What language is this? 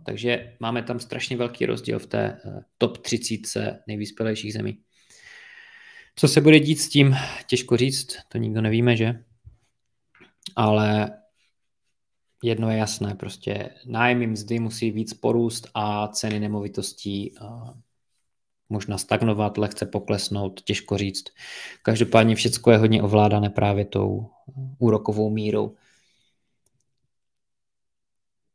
Czech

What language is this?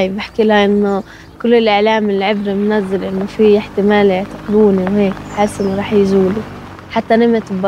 North Levantine Arabic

